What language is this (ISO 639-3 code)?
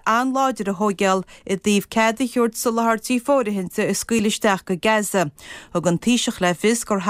gle